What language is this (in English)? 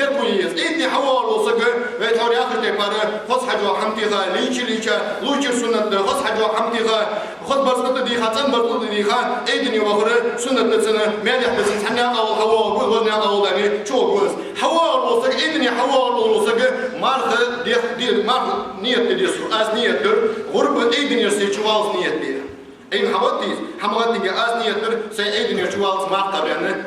Ingush